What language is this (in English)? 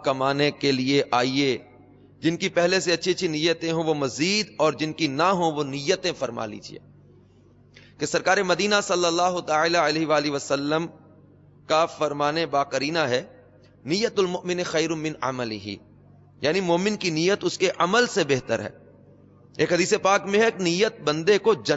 Urdu